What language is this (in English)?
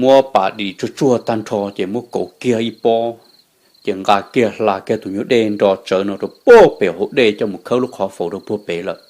Hmong